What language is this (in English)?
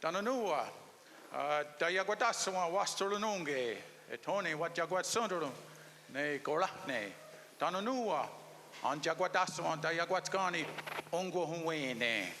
Mohawk